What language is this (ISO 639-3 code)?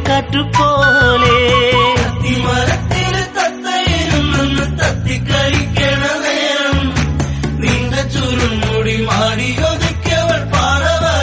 mal